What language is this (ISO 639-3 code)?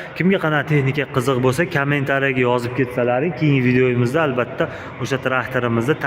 uzb